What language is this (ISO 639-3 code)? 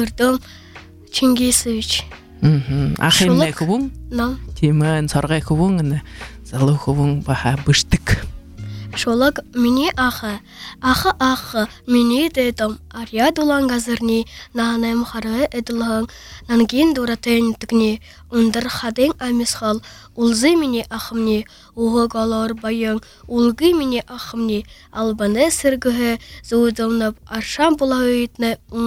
bua